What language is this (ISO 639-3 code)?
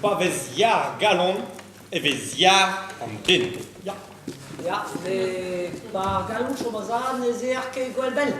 bre